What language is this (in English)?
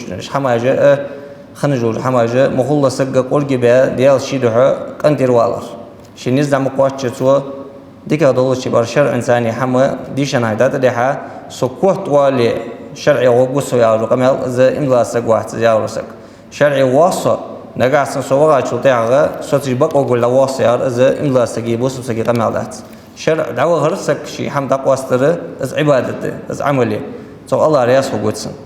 Ingush